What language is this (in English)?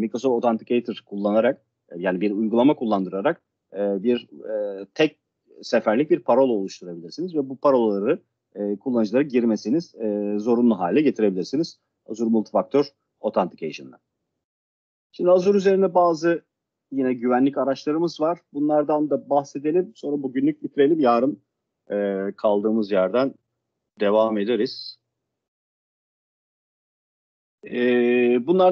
Turkish